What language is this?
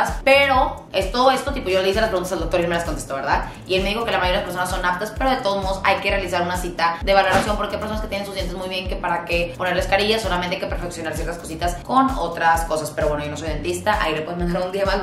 Spanish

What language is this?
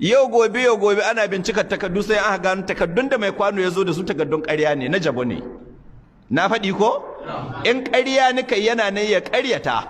Hausa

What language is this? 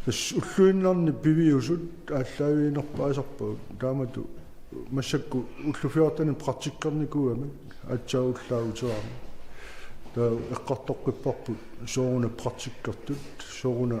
Kalaallisut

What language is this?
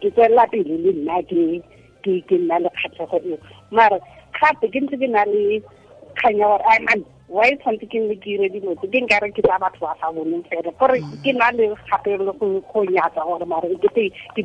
Tswana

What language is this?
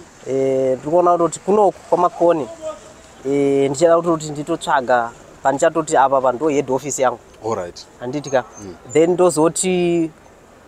Shona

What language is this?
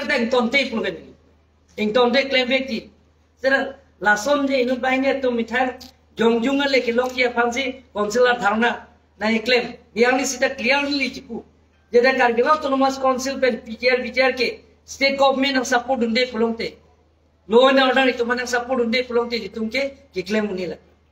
Karbi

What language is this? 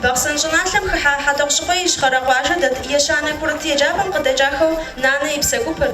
Kabardian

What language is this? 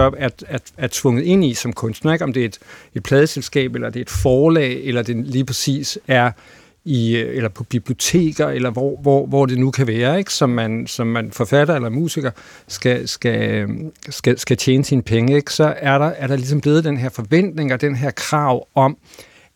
Danish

